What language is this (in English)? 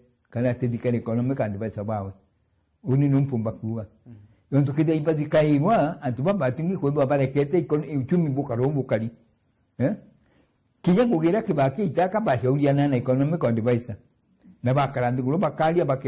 Meru